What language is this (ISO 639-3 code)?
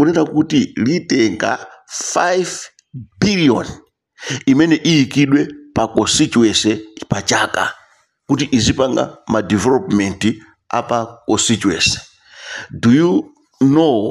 nya